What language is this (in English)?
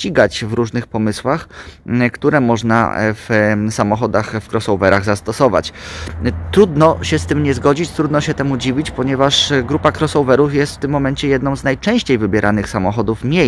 Polish